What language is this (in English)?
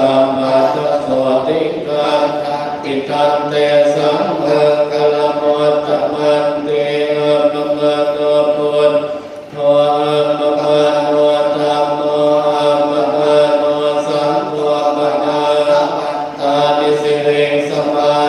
Pali